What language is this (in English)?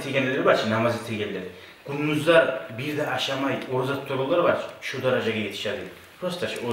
Kumyk